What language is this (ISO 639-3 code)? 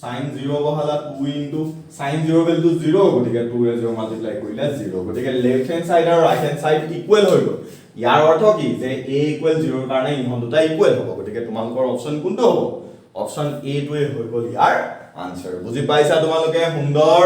asm